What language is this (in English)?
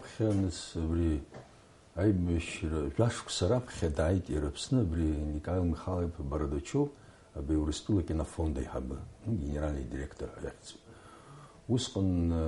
Abkhazian